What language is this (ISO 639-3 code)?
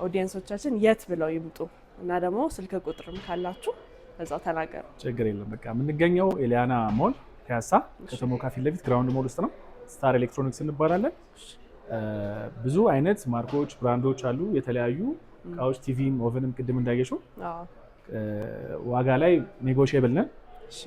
amh